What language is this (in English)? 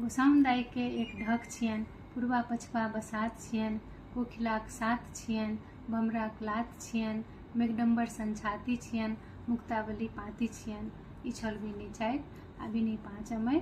Maithili